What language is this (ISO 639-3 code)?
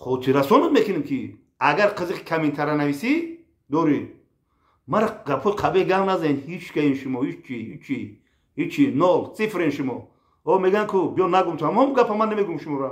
tgk